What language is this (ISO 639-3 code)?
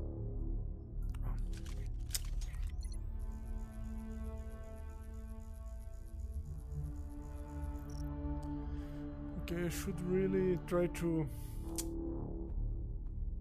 eng